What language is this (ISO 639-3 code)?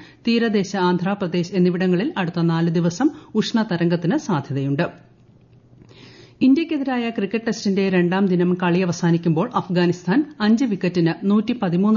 mal